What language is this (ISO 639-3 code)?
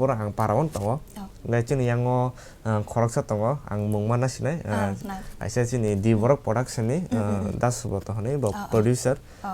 trp